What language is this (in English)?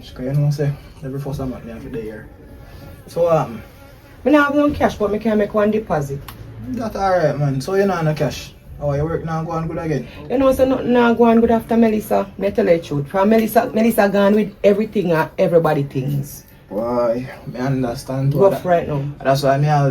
Jamaican Creole English